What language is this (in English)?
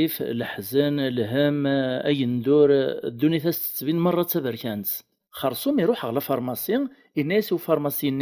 Kabyle